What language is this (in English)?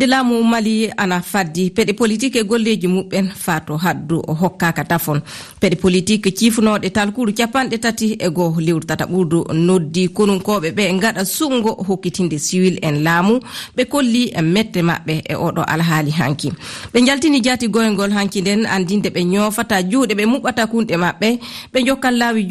Fula